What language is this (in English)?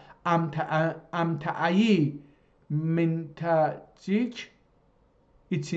South Azerbaijani